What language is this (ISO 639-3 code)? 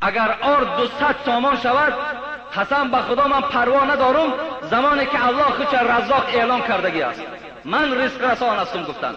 tgk